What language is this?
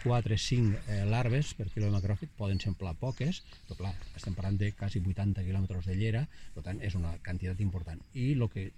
Catalan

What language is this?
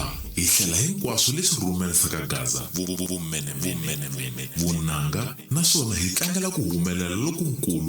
Tsonga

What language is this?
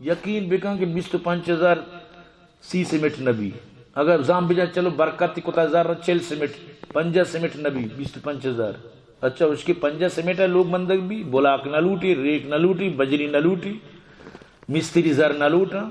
Eastern Balochi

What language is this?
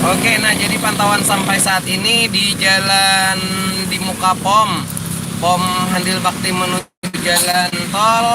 Banjar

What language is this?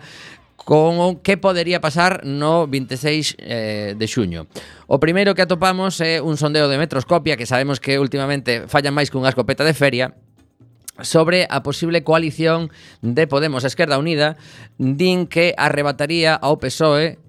Galician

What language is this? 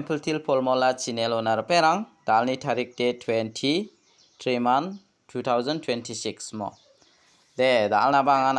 Garo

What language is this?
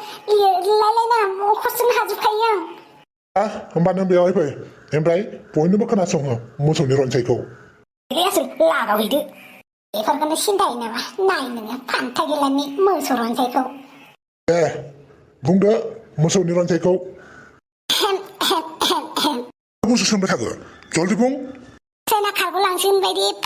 Bodo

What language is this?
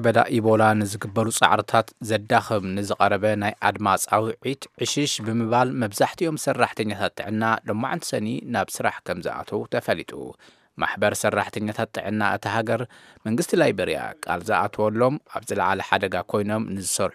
Tigrinya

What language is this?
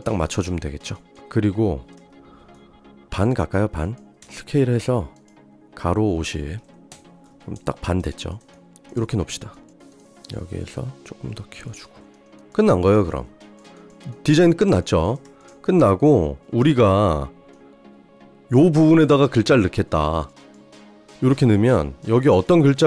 Korean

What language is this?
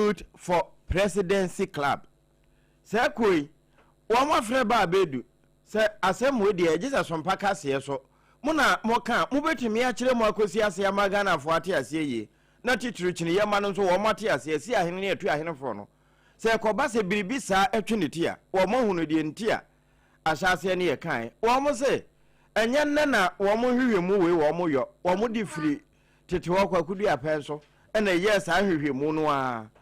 Akan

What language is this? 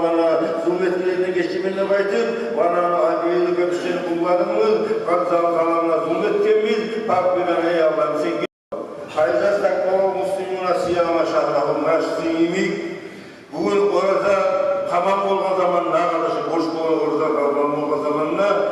Kumyk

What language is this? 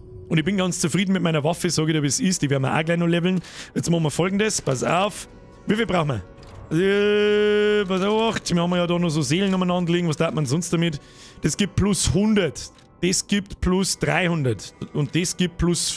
Bavarian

